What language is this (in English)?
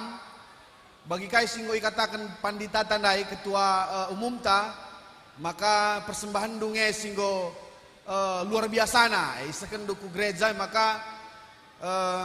Batak Karo